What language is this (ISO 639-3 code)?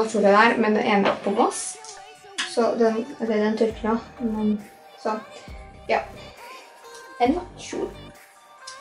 nor